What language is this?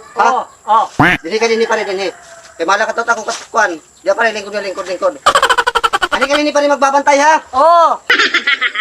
Waray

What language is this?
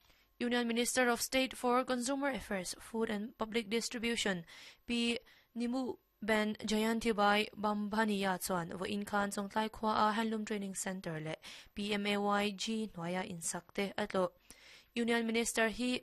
Mizo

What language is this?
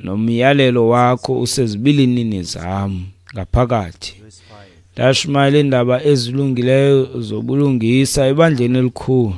Xhosa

